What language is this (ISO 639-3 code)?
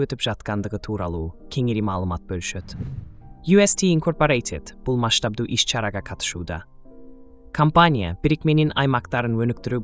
kir